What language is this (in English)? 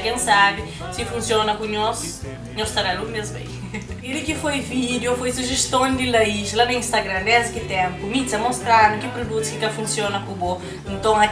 Kabuverdianu